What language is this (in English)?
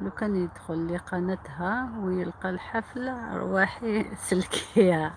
Algerian Arabic